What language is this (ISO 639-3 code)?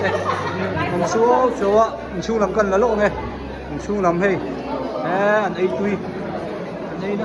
hmr